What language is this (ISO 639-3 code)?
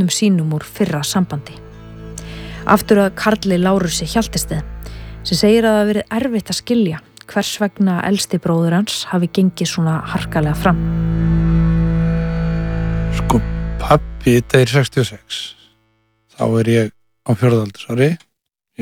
isl